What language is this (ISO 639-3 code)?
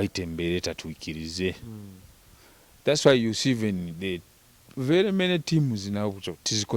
nyo